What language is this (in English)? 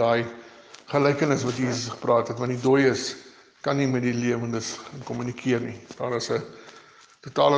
Afrikaans